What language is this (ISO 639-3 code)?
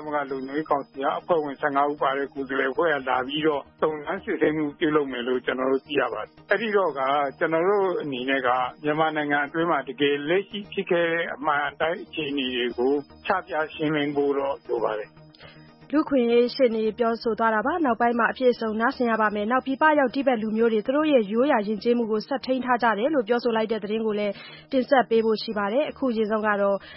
mya